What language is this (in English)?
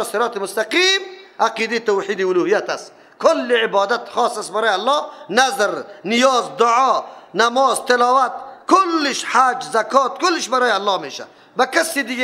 Persian